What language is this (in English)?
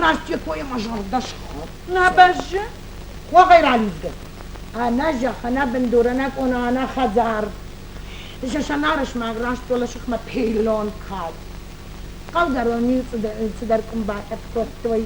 Ossetic